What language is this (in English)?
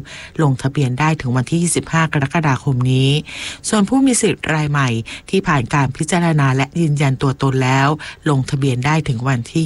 Thai